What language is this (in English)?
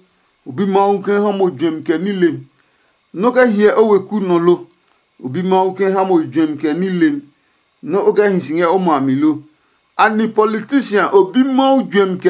Adangme